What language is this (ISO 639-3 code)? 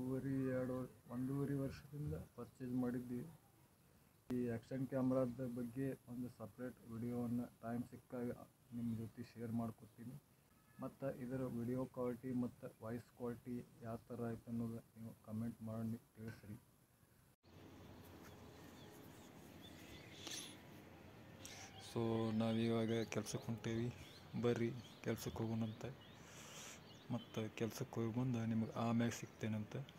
kan